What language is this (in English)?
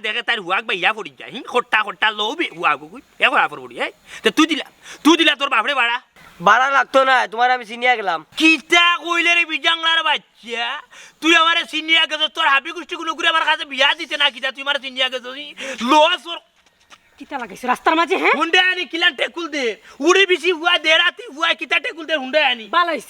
Sylheti